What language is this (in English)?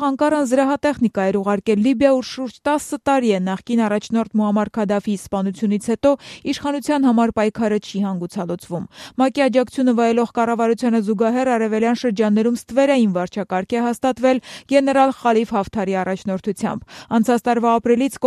Armenian